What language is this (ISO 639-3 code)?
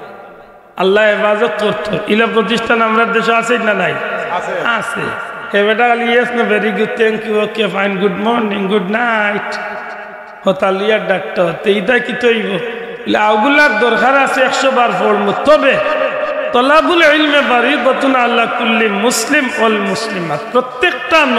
syl